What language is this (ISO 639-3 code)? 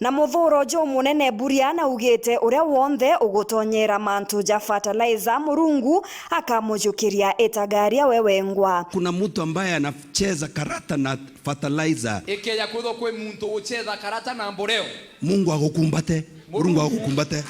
mer